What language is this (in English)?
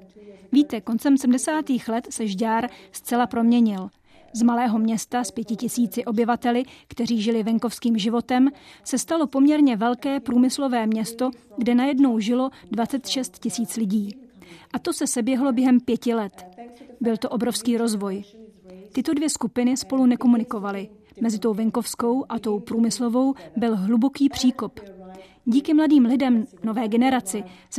Czech